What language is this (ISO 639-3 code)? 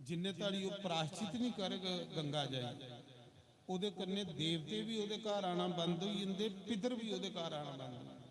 doi